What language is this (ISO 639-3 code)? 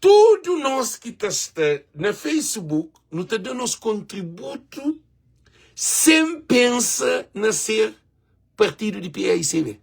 kea